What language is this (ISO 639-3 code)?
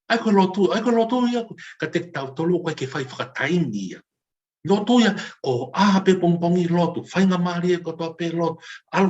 ton